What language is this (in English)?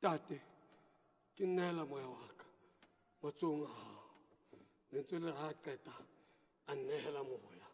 Southern Sotho